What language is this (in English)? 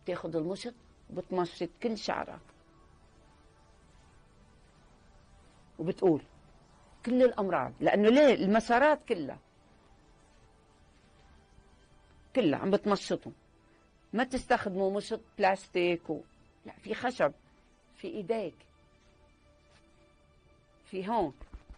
North Levantine Arabic